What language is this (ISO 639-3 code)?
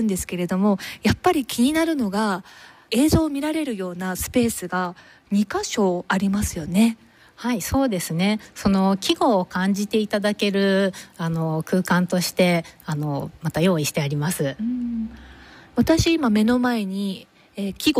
jpn